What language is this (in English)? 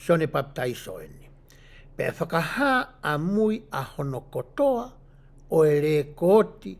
Tongan